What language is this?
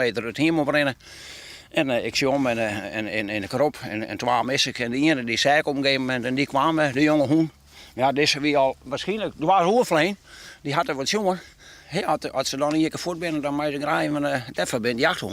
Western Frisian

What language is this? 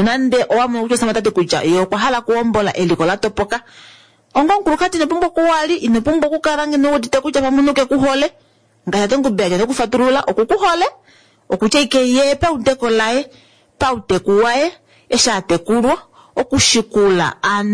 Kuanyama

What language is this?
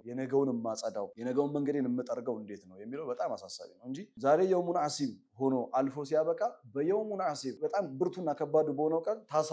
Amharic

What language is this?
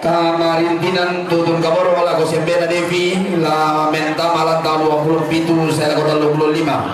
Toraja-Sa'dan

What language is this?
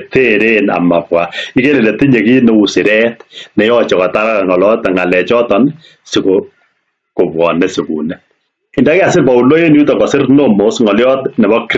Kalenjin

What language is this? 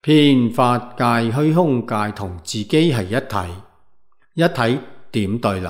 Cantonese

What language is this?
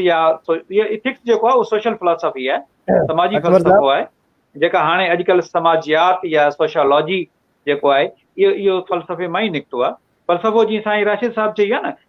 Sindhi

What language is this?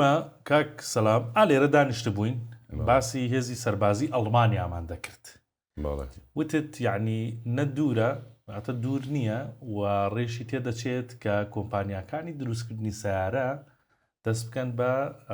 Central Kurdish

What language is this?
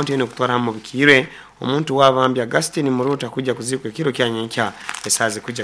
Nyankole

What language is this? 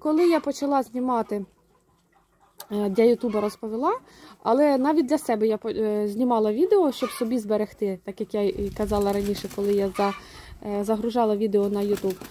Ukrainian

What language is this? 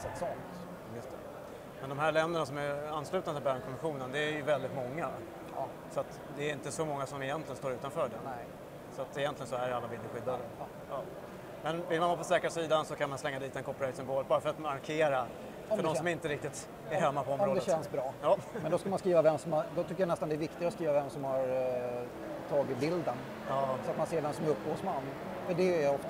Swedish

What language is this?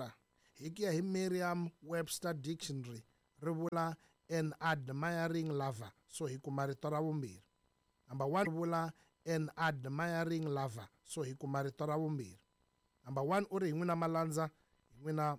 Tsonga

